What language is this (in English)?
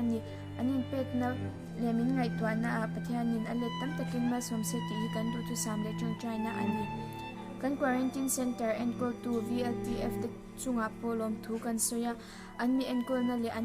Mizo